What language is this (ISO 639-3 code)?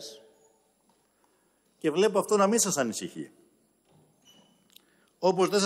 ell